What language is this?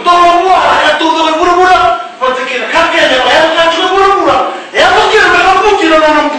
Fijian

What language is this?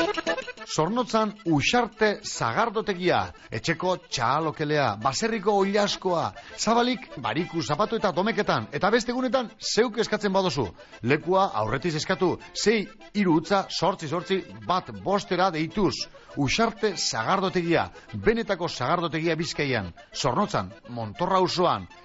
Basque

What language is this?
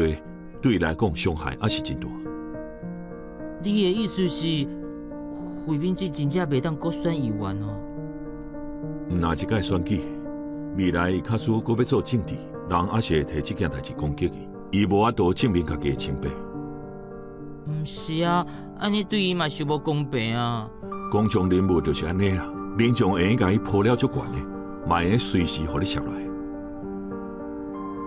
Min Nan Chinese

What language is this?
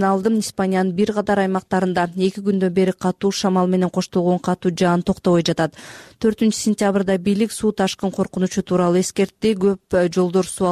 Kyrgyz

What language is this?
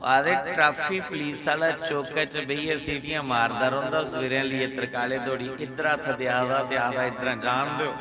Dogri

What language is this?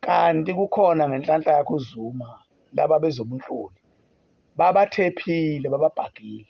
Zulu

